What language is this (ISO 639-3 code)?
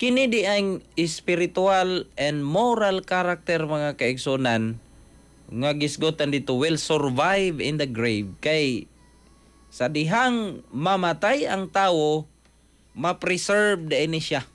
ceb